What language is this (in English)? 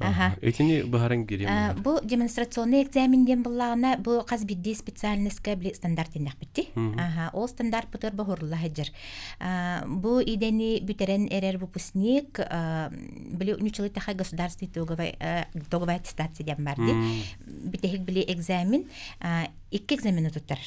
Yakut